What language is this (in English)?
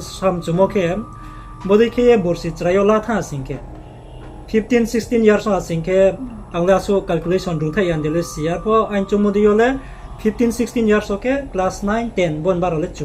Riang (India)